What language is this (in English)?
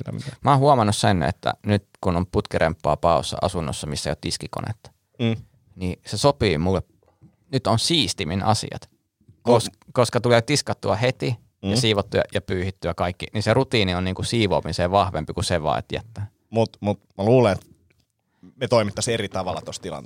Finnish